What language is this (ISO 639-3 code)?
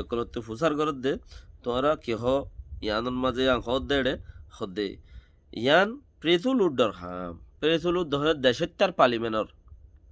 rhg